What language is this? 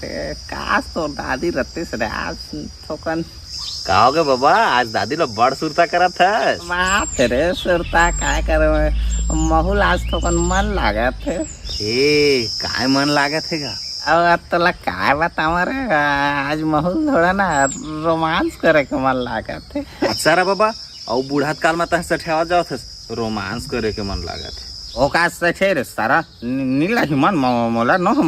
Chhattisgarhi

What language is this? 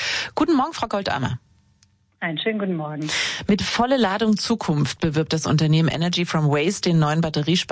German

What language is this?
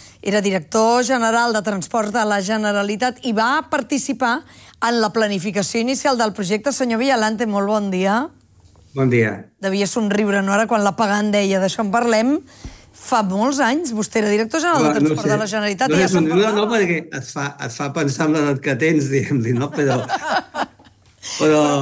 Catalan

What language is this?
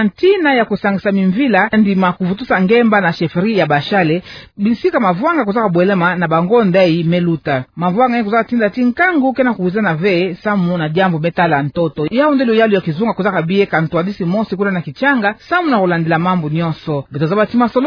Kituba (Democratic Republic of Congo)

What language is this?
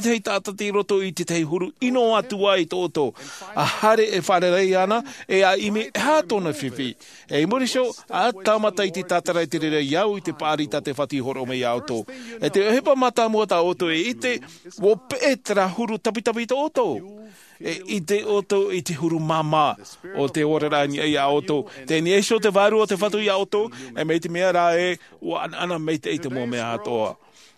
Tahitian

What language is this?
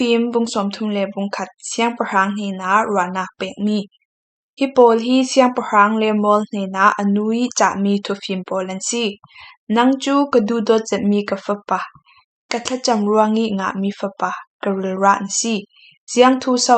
Falam Chin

